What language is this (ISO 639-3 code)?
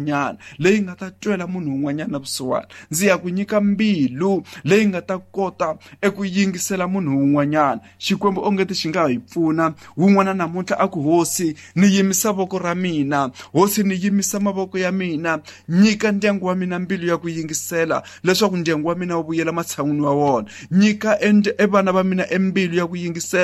tso